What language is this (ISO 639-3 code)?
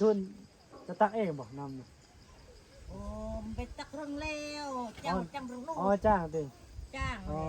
tts